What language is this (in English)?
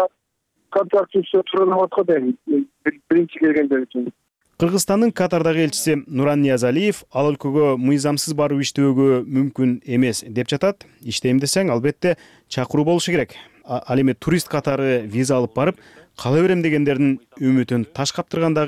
Kyrgyz